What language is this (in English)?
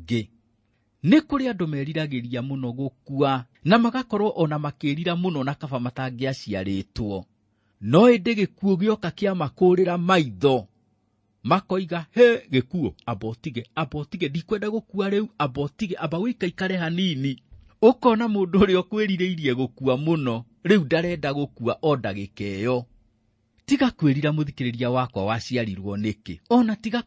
Kikuyu